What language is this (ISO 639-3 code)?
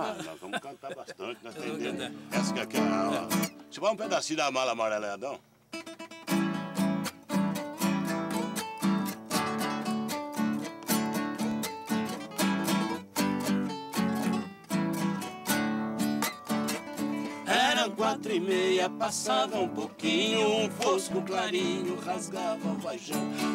por